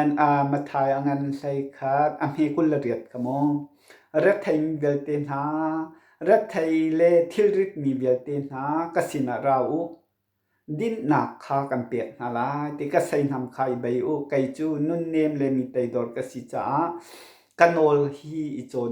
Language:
Hakha Chin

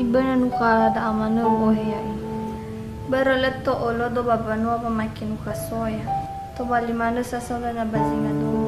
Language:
Nias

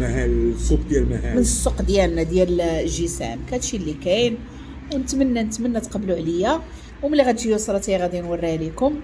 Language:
Moroccan Arabic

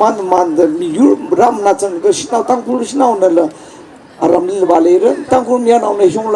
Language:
Tangkhul Naga (India)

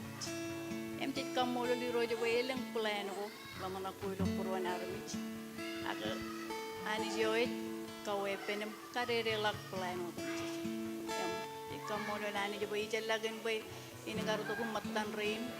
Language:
Marshallese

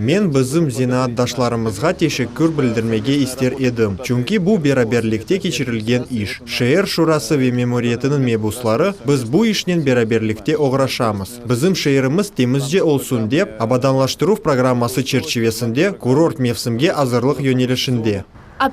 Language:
Crimean Tatar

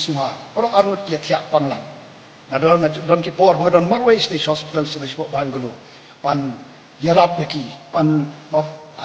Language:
Khasi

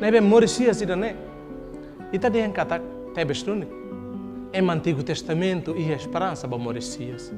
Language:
Tetum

